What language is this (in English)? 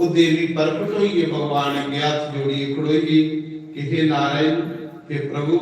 Dogri